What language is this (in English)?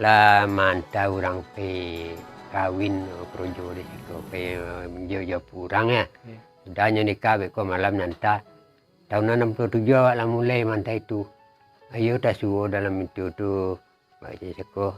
Minangkabau